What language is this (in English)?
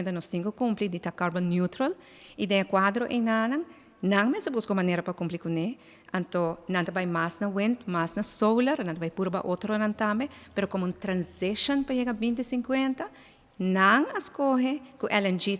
Papiamento